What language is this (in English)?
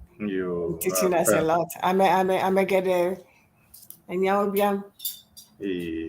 Ewe